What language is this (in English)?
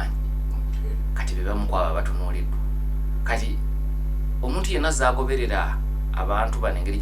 Ganda